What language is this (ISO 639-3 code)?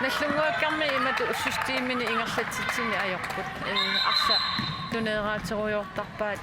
kal